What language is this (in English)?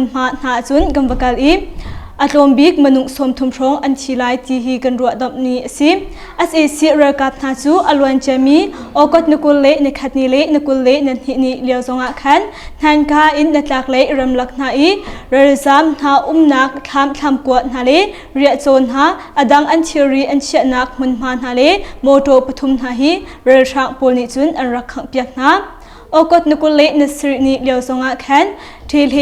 Hakha Chin